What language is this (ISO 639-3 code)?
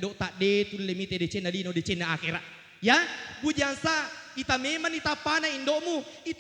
bug